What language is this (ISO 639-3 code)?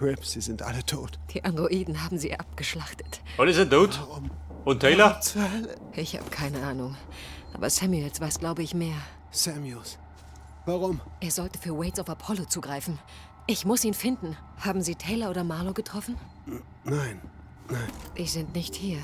bar